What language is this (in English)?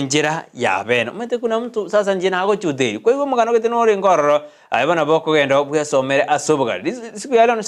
Gusii